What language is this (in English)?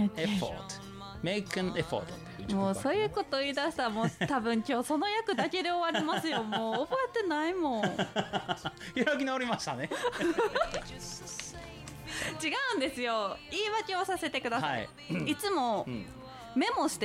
Japanese